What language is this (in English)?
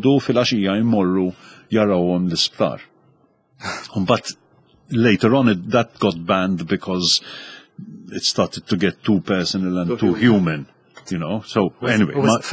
Maltese